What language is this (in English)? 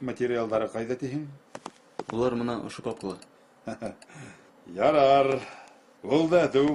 Bashkir